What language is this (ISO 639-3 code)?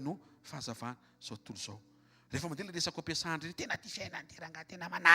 mlg